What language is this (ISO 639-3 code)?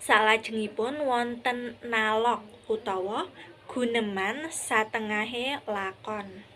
jav